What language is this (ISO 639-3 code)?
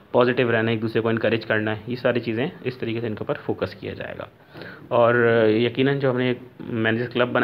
hin